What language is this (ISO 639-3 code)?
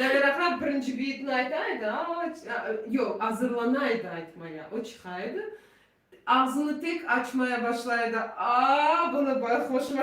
crh